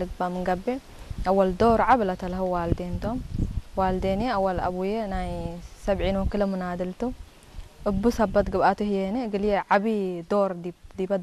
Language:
Tigre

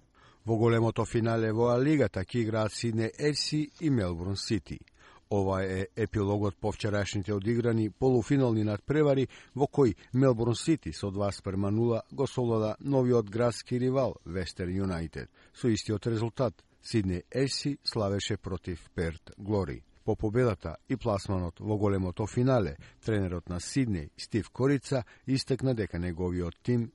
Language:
Macedonian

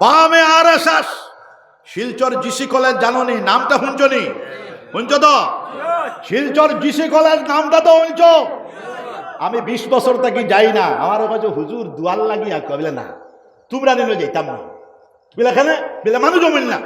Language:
Sylheti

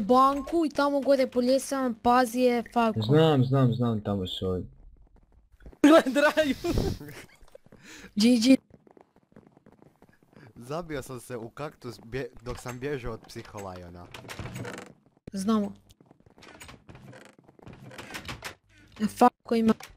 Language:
Croatian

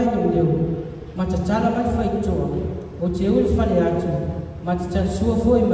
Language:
Malagasy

